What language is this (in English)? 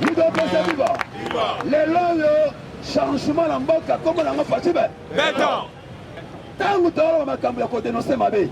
Lingala